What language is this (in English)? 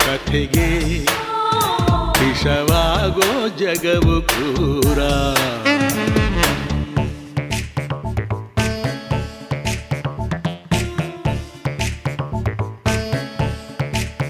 Kannada